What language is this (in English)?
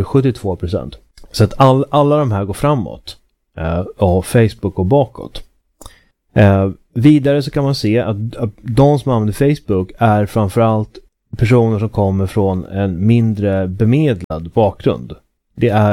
Swedish